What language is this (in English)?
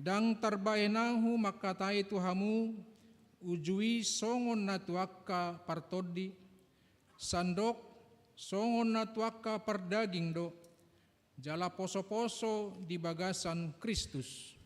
Batak Toba